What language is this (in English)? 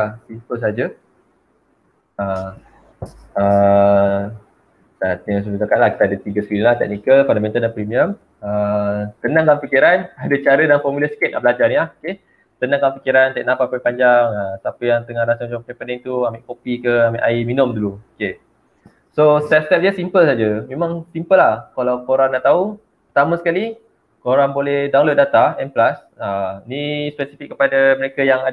Malay